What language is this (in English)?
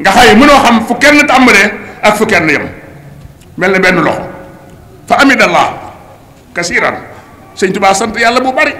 Wolof